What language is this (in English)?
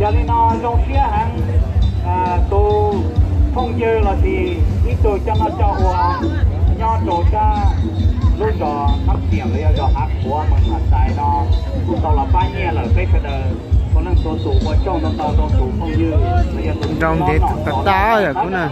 Hmong